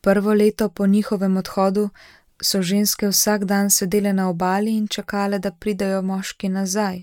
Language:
Slovenian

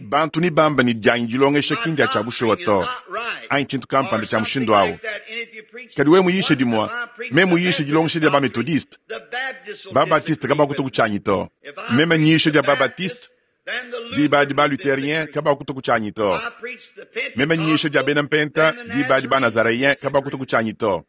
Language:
Luba-Lulua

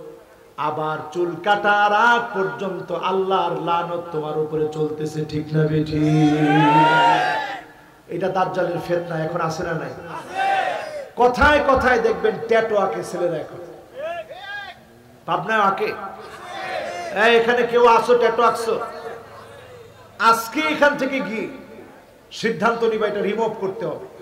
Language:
Bangla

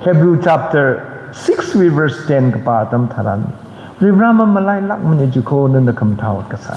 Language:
Tangkhul Naga (India)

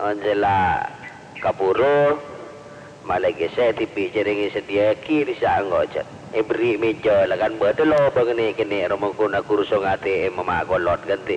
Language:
Madurese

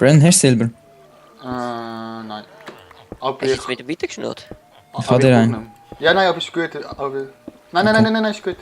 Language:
Swiss German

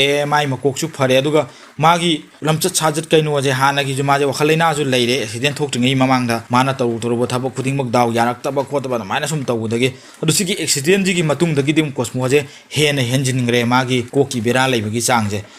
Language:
Manipuri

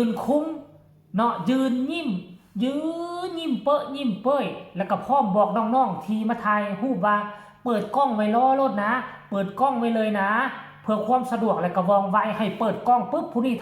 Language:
Northeastern Thai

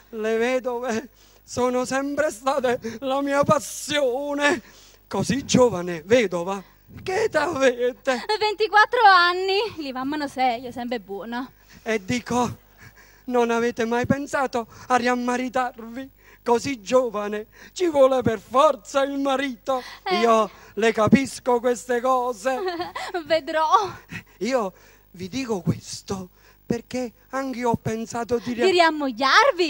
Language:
Neapolitan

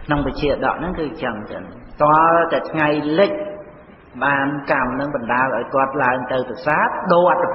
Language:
Khmer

